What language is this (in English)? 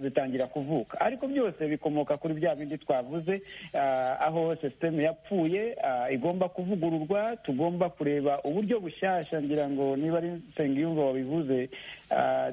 Kinyarwanda